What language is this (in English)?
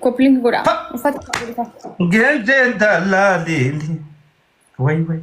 Oromo